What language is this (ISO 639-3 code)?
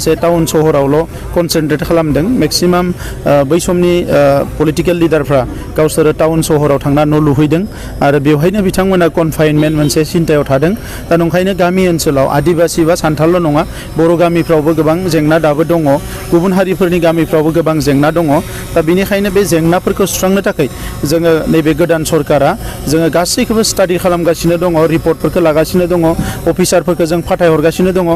brx